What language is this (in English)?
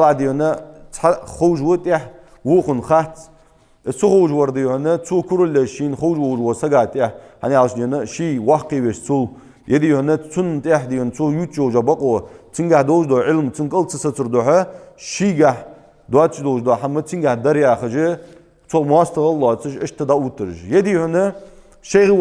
Ingush